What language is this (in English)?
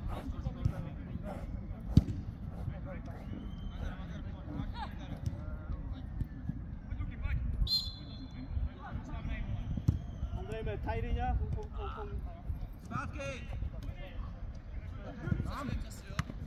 Czech